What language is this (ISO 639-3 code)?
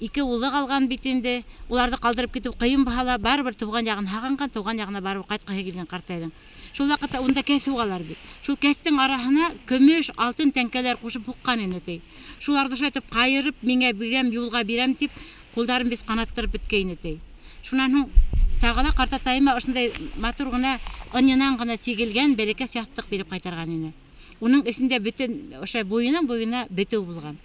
bak